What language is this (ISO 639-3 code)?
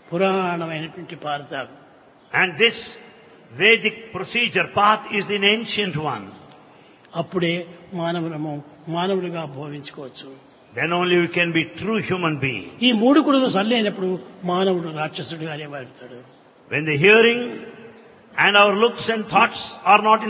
tel